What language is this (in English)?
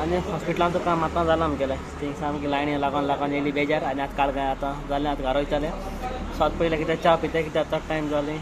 Konkani